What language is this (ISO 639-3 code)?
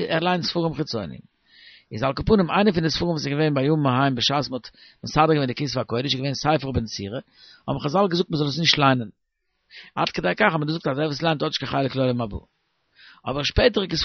yid